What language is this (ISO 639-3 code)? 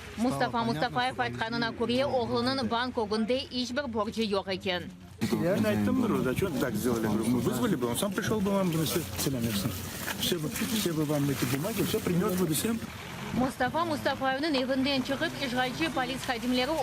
crh